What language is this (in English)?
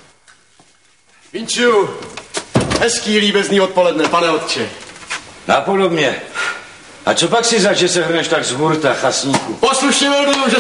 Czech